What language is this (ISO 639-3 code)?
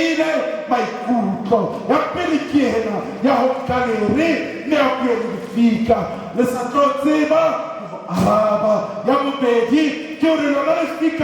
sot